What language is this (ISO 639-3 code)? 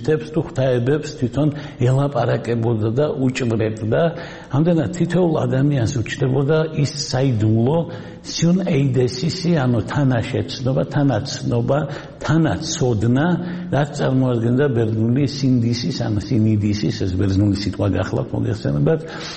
kat